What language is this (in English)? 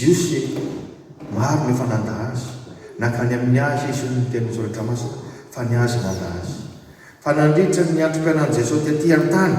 Malagasy